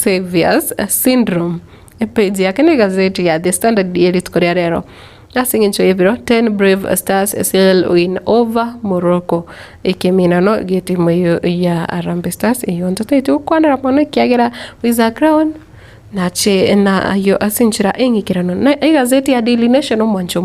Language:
Gusii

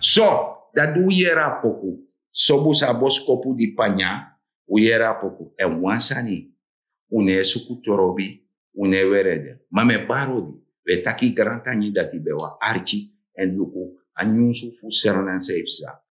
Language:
Sranan Tongo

